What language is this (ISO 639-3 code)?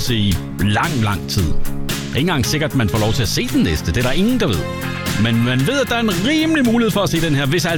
dan